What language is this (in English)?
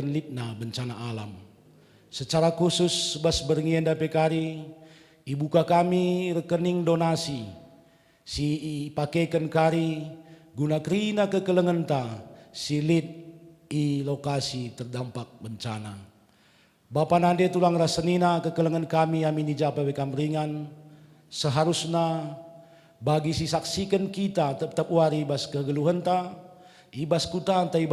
Batak Karo